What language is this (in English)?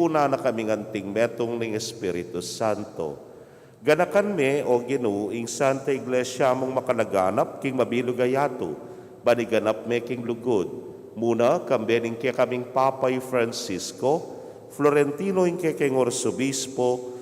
Pampanga